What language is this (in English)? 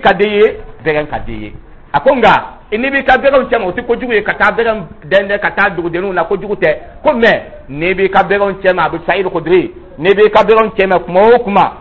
Dyula